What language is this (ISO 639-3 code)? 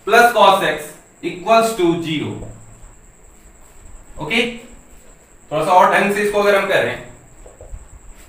hin